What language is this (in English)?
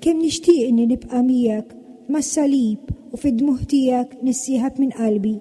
Maltese